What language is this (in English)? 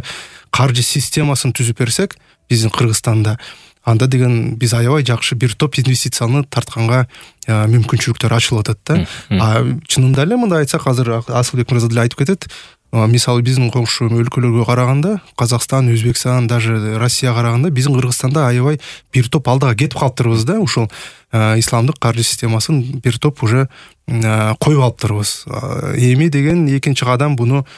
Kyrgyz